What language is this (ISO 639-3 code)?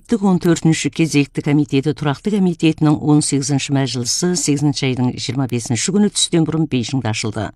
kaz